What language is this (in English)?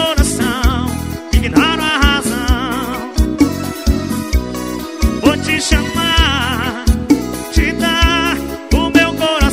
Portuguese